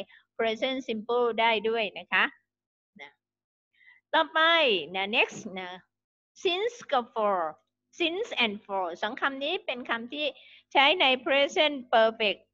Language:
Thai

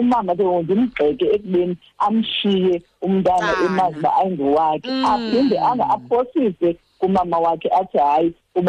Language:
Xhosa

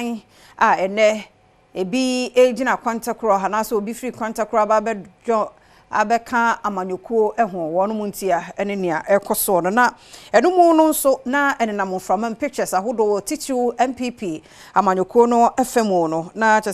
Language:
Akan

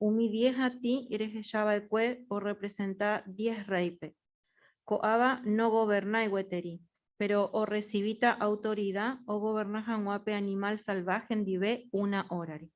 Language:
Guarani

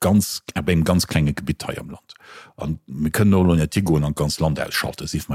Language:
Luxembourgish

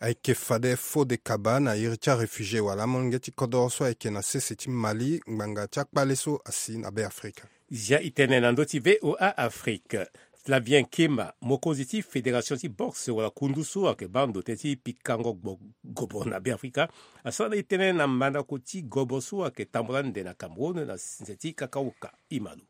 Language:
Sango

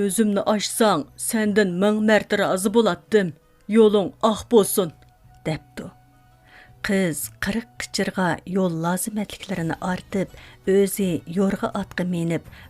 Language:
Uyghur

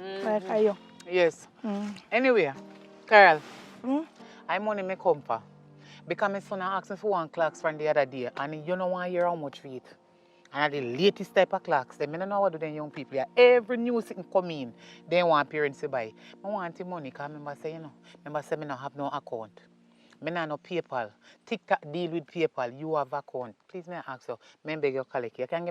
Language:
Jamaican Creole English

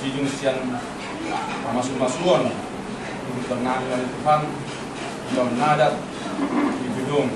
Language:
Batak Toba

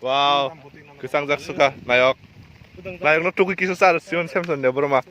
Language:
Kok Borok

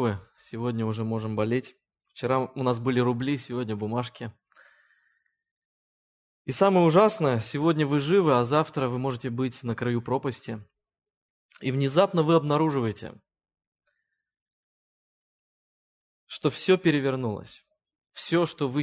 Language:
Russian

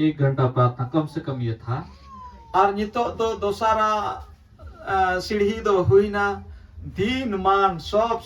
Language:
Santali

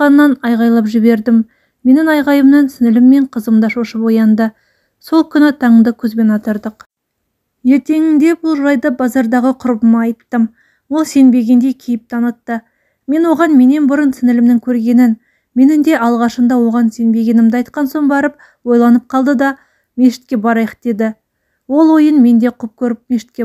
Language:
Kazakh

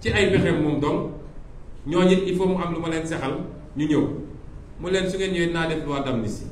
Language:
Wolof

